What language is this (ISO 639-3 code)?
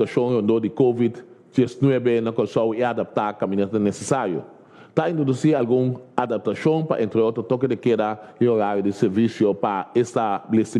pap